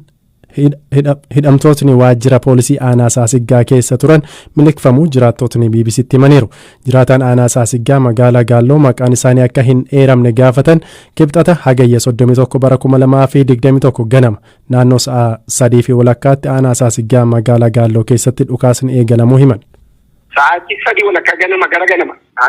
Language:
Oromo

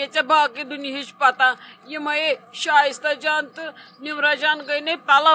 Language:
Kashmiri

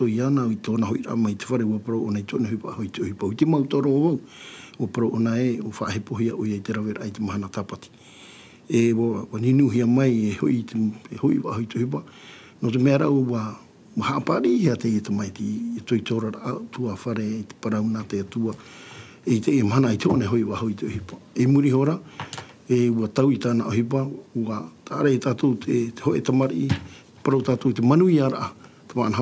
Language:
Tahitian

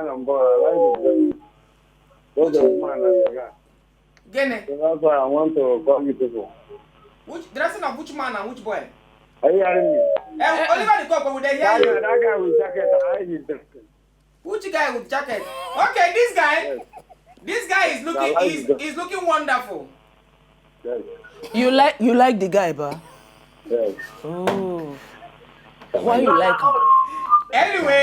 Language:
Nigerian Pidgin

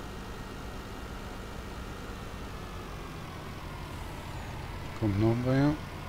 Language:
German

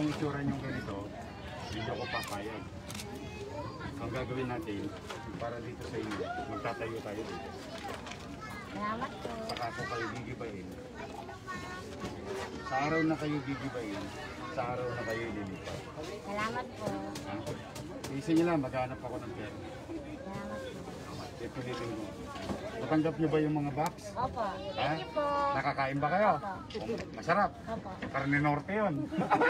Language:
Filipino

